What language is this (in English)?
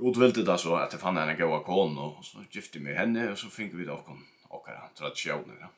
Faroese